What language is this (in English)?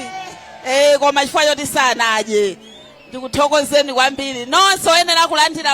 Nyanja